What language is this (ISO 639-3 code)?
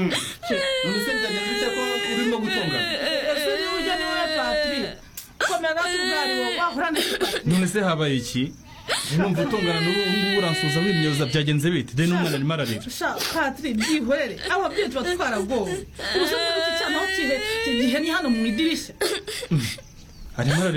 kin